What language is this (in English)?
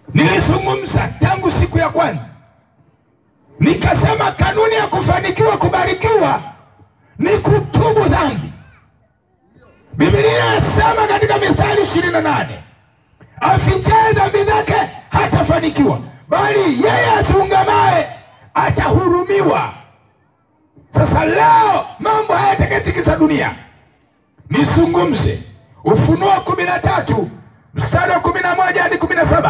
Swahili